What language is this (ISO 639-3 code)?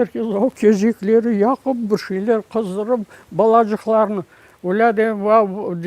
crh